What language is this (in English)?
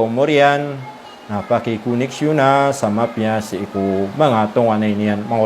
Maranao